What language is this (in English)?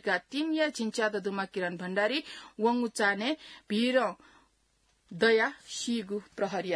Newari